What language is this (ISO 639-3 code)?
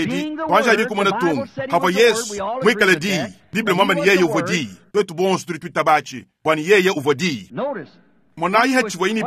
lua